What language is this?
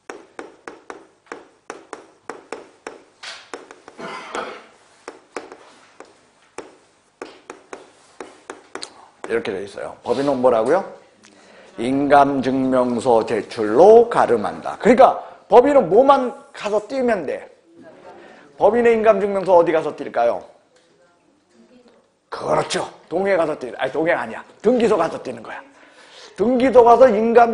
Korean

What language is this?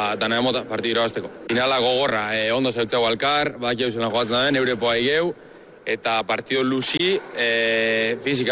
Basque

